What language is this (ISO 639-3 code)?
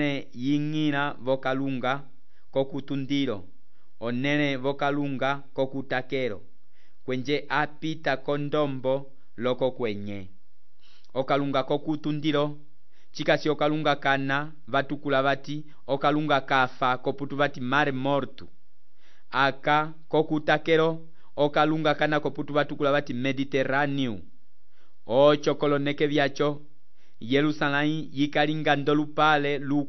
umb